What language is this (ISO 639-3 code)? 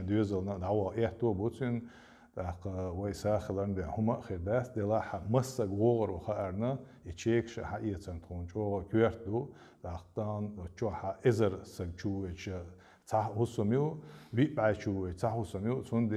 che